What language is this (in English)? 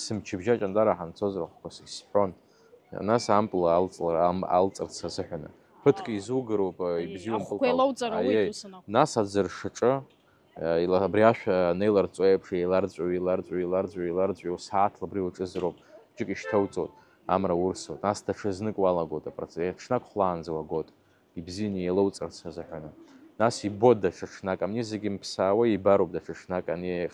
Abkhazian